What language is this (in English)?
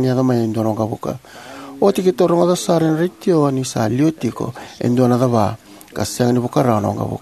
Fijian